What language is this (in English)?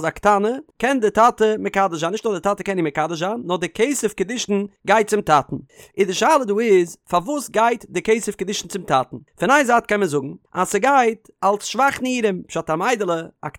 Yiddish